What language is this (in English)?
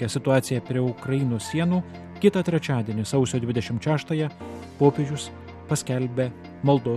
Lithuanian